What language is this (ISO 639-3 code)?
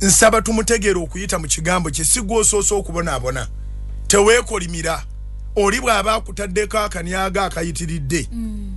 lug